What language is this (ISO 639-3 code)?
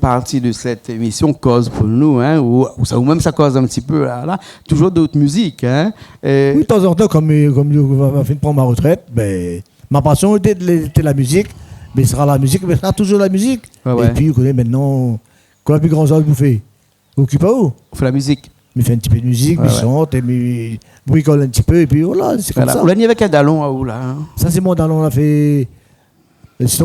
rcf